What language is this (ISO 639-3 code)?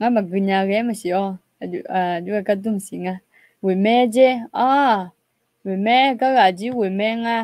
ahk